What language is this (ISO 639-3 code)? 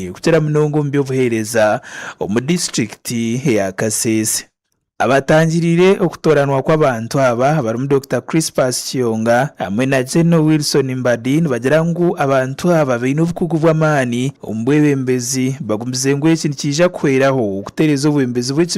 nyn